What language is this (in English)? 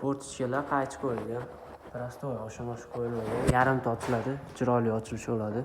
Uzbek